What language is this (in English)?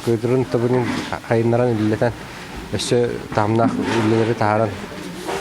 Yakut